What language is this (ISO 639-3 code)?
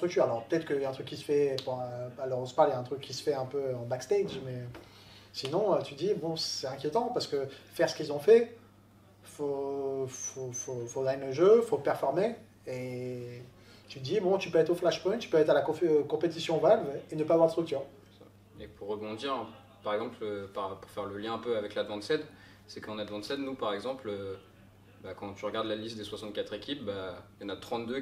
fra